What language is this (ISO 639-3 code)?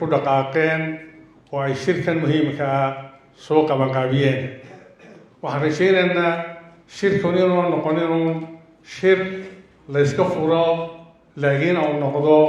som